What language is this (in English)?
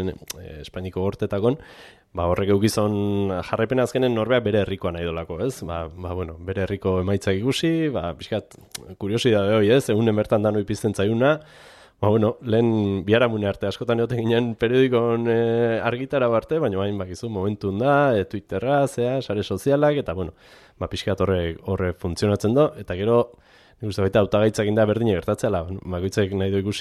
Basque